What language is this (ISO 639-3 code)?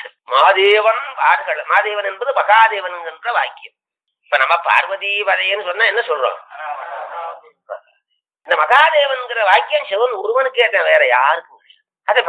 tam